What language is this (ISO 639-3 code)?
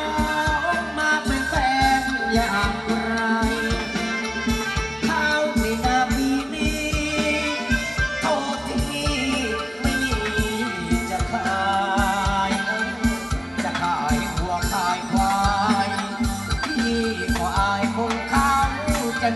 tha